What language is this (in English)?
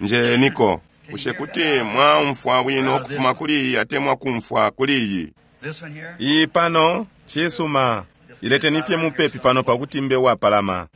Bemba